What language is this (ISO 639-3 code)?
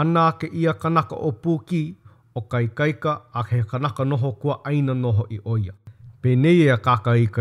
haw